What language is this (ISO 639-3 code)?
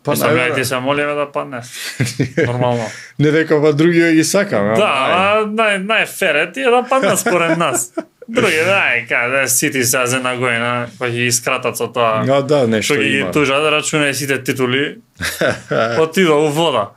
mkd